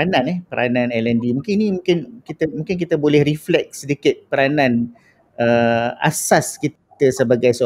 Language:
Malay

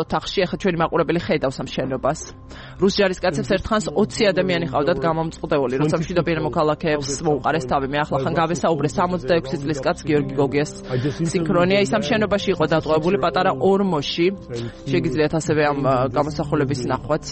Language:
Georgian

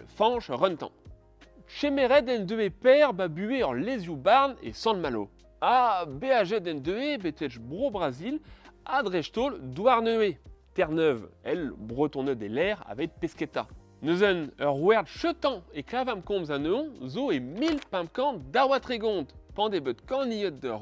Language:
Breton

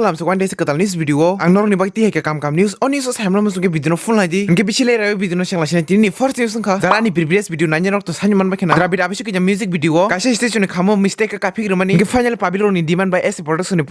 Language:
Kok Borok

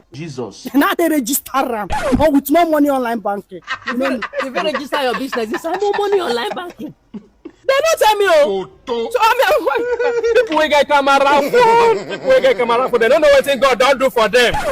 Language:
Nigerian Pidgin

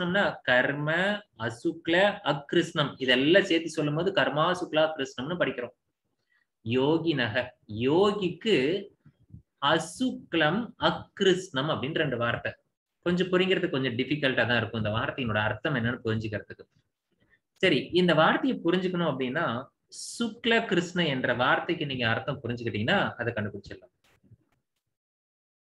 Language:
Tamil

